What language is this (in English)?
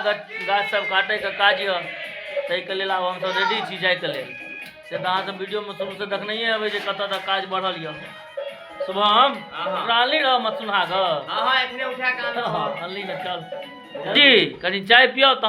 Maithili